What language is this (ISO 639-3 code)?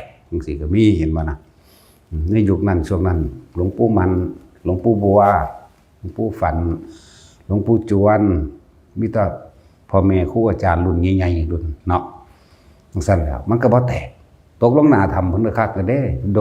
tts